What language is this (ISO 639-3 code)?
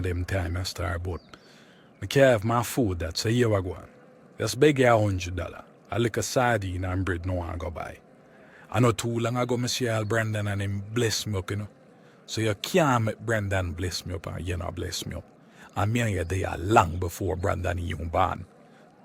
jam